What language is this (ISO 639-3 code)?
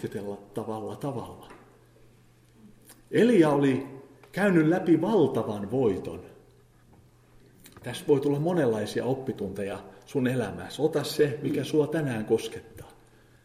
fin